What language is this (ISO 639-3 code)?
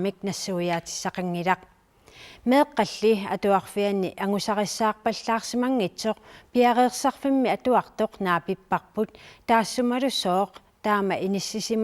kal